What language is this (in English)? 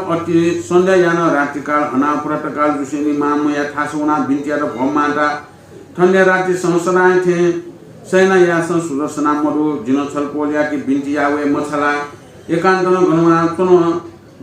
Newari